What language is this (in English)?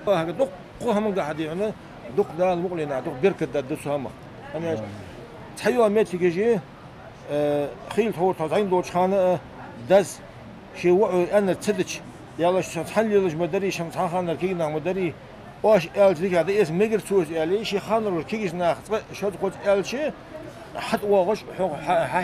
Ingush